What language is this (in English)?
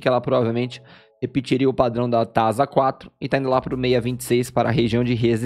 Portuguese